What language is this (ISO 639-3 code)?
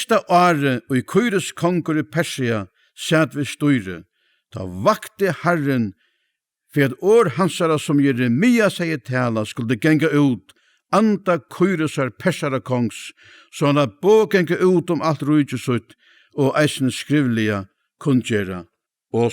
fao